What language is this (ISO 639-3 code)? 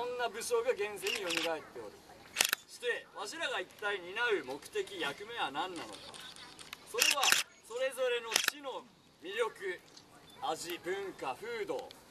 jpn